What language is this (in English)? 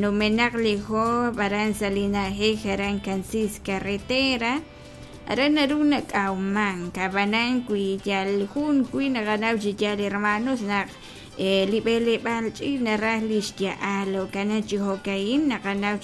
Kekchí